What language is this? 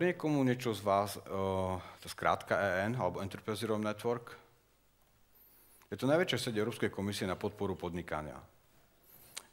Slovak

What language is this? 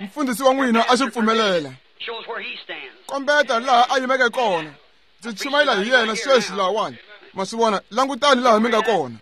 Tsonga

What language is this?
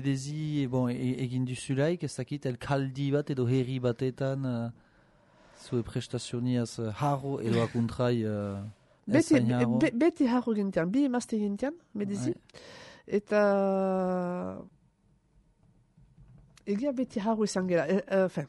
Basque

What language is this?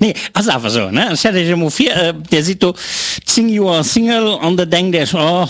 Luxembourgish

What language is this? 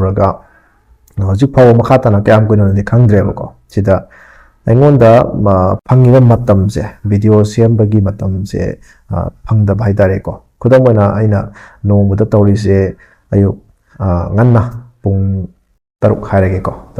Manipuri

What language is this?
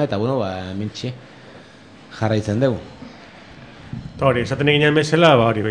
Basque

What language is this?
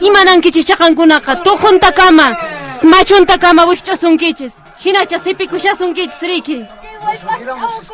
Quechua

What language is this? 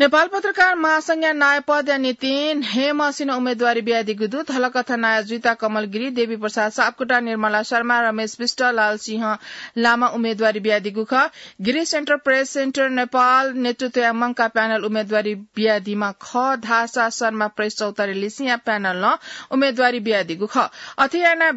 Newari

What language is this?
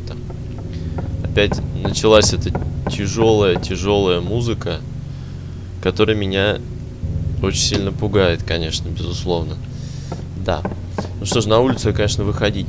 Russian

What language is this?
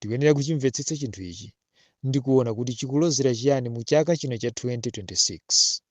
Nyanja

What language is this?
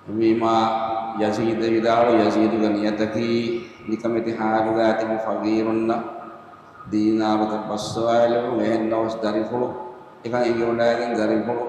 Divehi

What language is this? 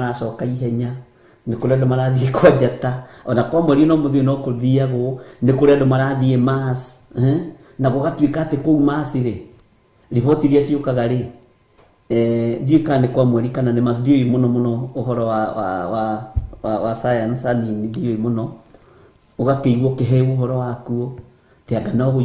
Kikuyu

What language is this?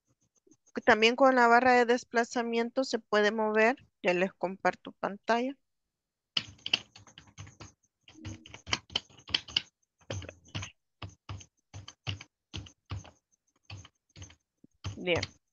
Spanish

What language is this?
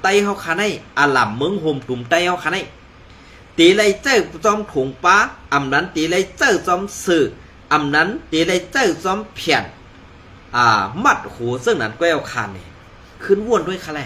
Shan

